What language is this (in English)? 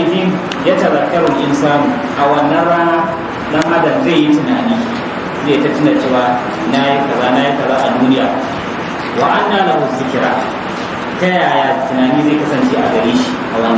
Hausa